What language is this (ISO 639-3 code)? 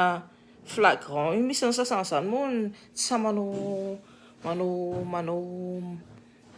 mlg